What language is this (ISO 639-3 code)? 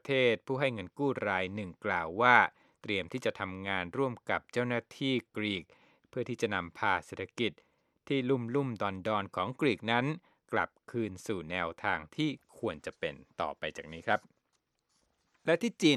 tha